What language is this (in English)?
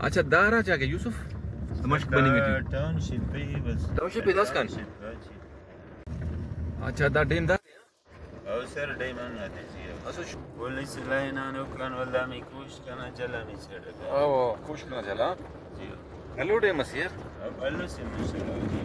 Brahui